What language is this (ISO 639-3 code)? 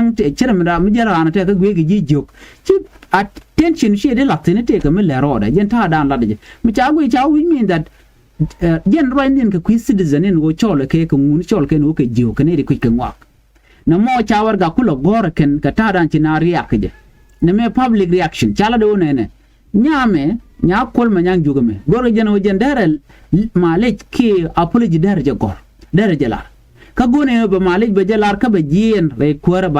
nus